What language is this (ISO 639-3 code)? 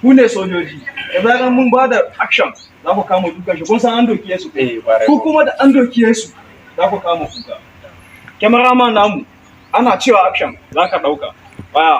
hau